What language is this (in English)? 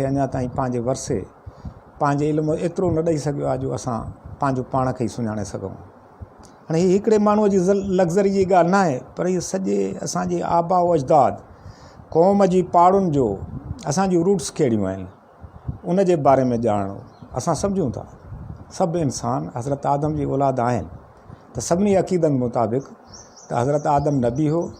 Sindhi